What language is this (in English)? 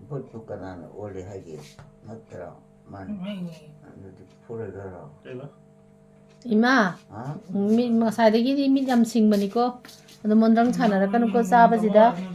Manipuri